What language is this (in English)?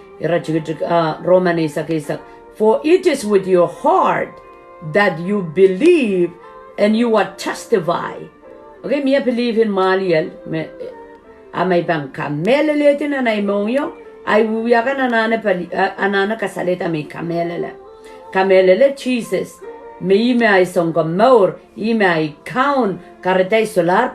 Pohnpeian